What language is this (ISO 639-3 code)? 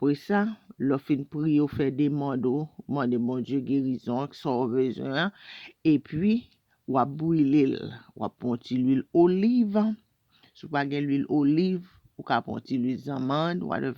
hat